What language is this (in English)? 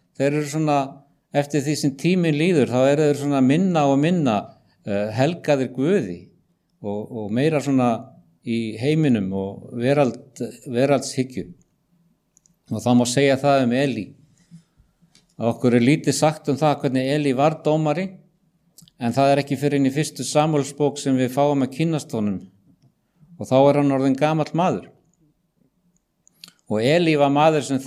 Icelandic